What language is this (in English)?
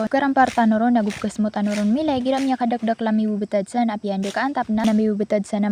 Maranao